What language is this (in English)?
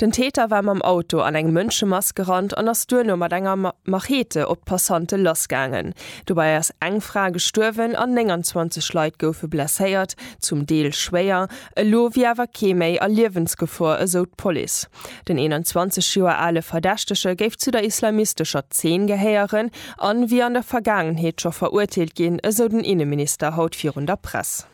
Luxembourgish